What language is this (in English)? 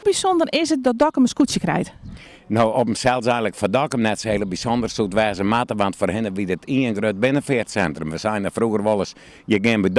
Western Frisian